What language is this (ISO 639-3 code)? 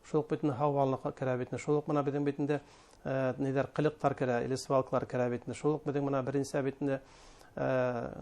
bak